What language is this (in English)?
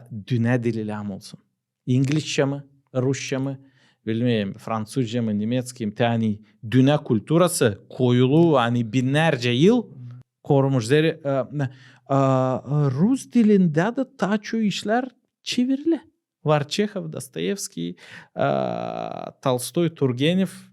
Gagauz